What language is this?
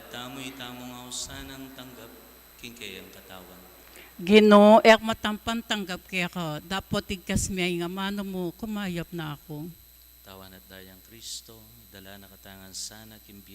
Pampanga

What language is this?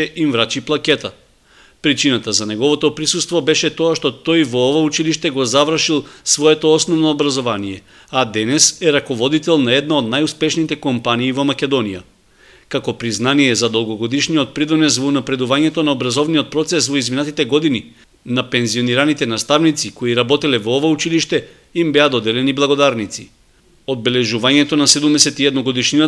Macedonian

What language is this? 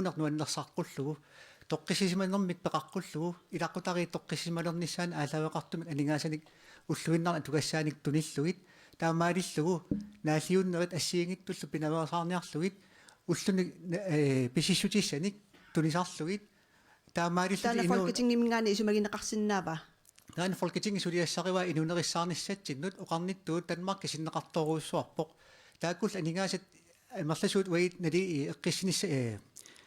Kalaallisut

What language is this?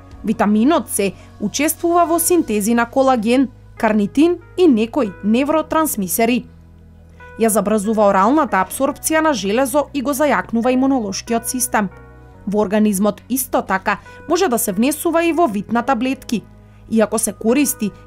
Macedonian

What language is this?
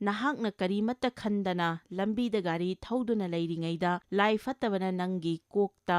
Manipuri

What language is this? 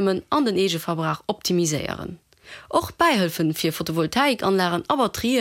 Luxembourgish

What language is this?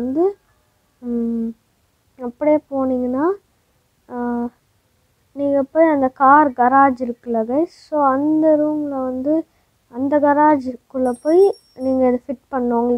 Tamil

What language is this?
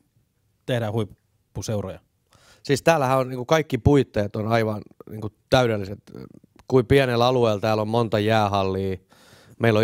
Finnish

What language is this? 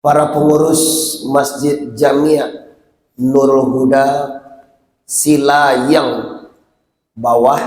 Minangkabau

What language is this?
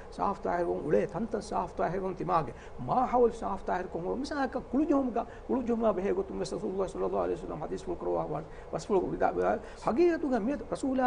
Divehi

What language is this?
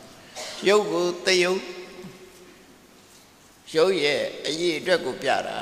Burmese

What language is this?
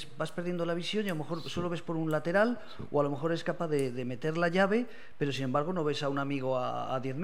Spanish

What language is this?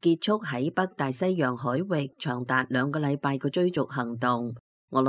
Cantonese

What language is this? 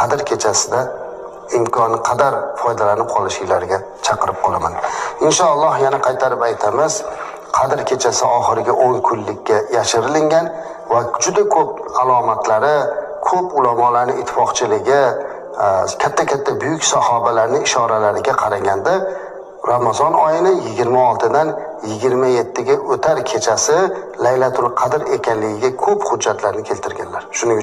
Uzbek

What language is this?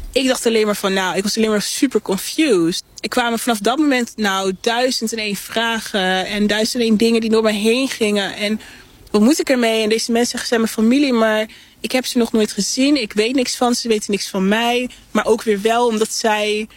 Dutch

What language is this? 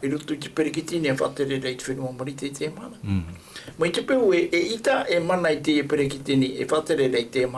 Tahitian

